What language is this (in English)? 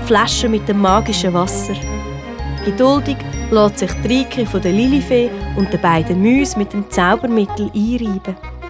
Swiss German